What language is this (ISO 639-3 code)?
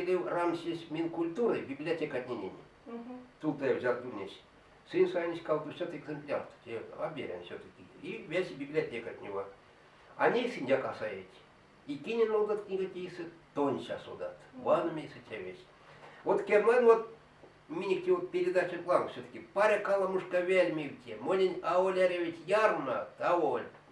myv